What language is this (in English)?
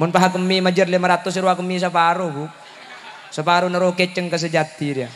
Madurese